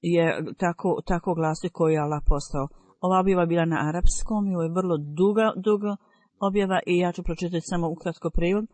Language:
Bosnian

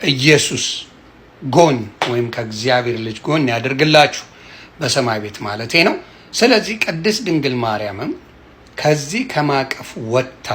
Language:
Amharic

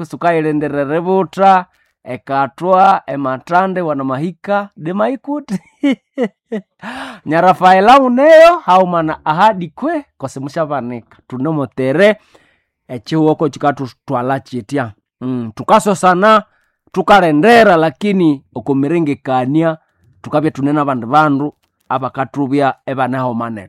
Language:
Nande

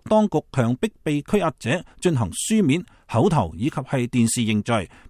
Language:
Cantonese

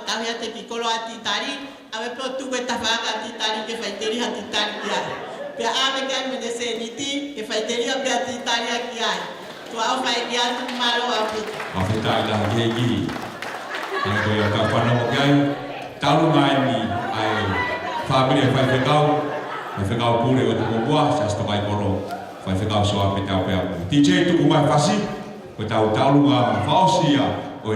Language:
Tongan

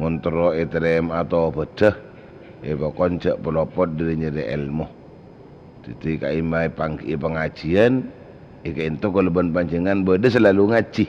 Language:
Madurese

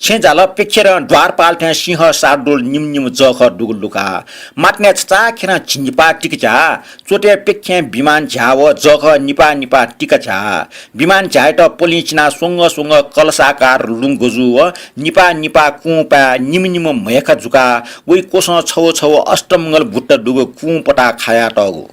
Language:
Newari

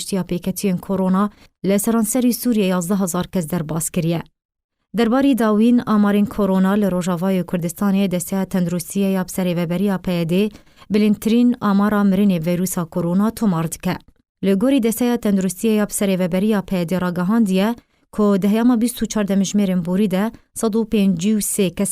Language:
Kurdish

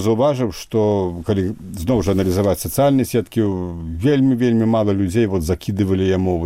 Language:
Belarusian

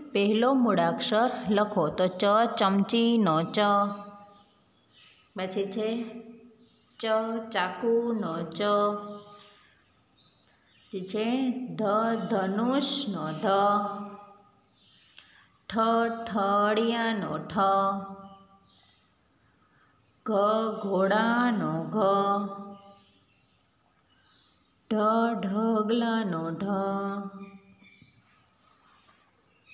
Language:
Gujarati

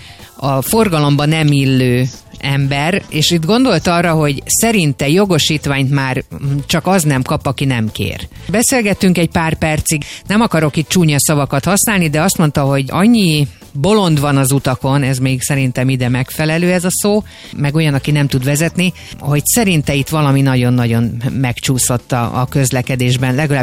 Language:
Hungarian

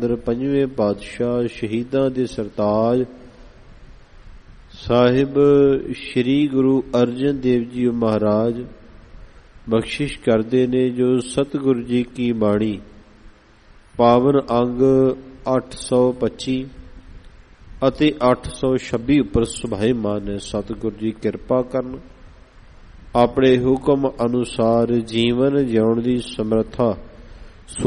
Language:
Punjabi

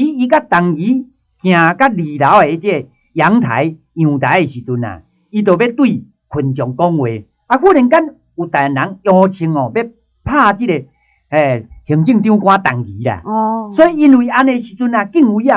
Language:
Min Nan Chinese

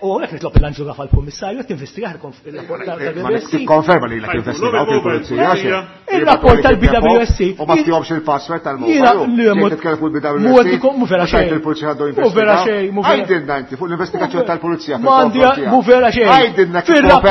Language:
Maltese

